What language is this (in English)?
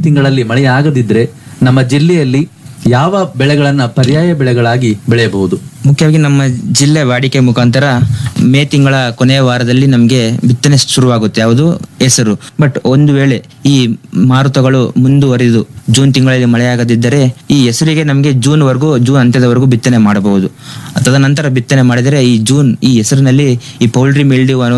Kannada